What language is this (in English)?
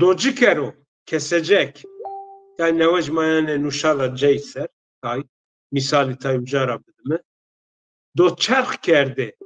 Zaza